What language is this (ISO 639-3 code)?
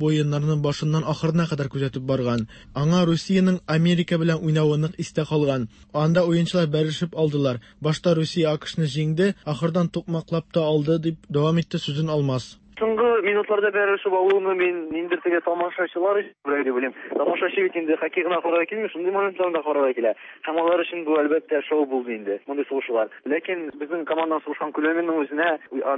tat